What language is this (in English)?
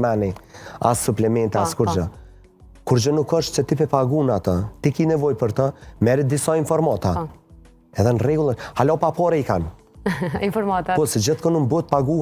Albanian